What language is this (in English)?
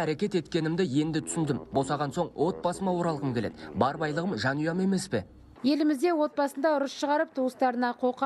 Kazakh